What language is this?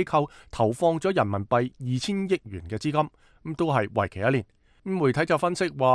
Cantonese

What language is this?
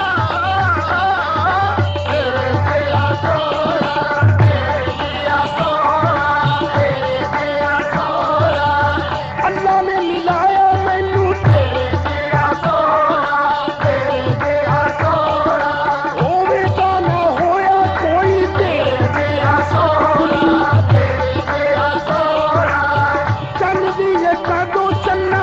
Punjabi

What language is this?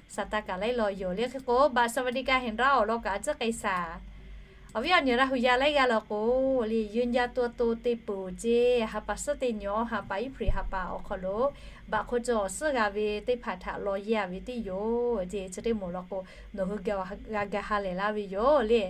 Lahu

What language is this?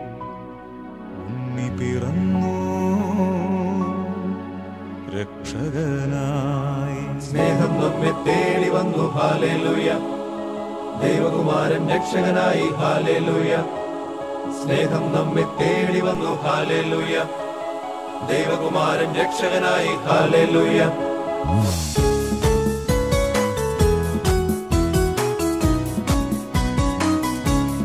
Malayalam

